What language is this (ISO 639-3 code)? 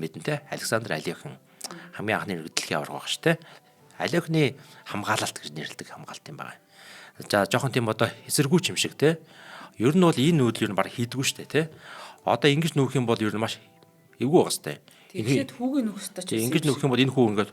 mon